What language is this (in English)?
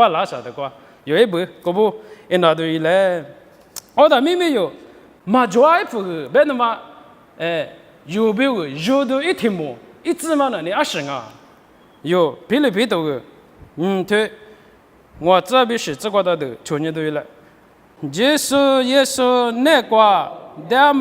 Lisu